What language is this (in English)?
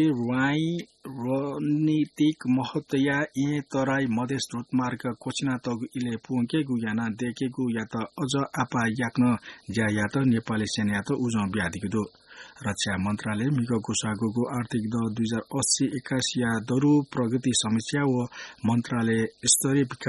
Newari